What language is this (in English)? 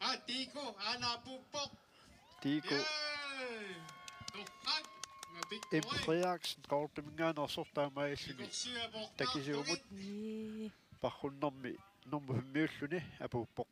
Kalaallisut